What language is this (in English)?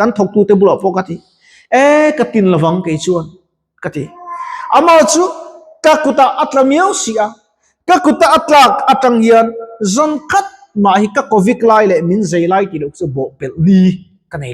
Mizo